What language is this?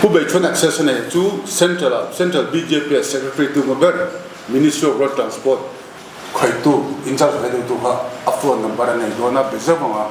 Mizo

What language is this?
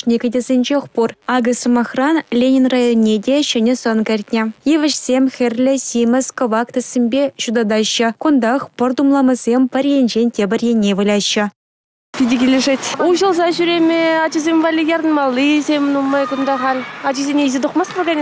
Chuvash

